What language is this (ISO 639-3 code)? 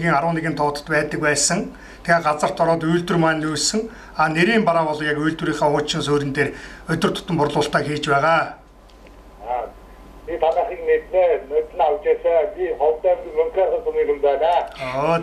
mon